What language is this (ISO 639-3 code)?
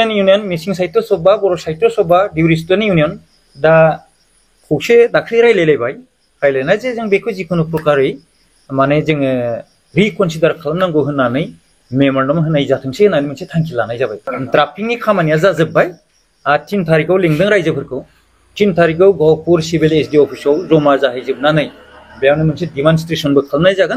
brx